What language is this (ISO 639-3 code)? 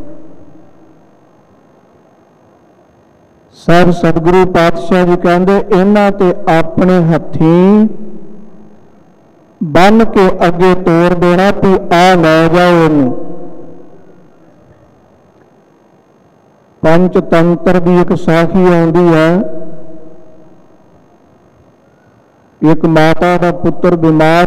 pan